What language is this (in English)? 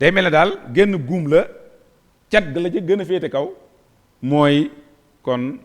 Wolof